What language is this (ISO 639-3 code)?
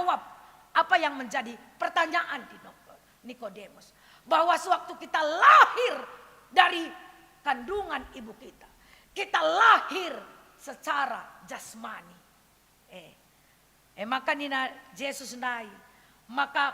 btx